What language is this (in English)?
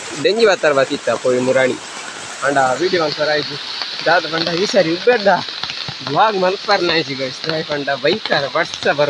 Tulu